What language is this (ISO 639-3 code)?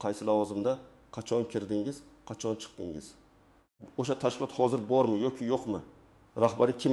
uzb